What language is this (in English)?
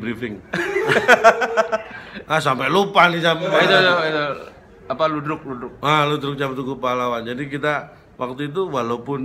Indonesian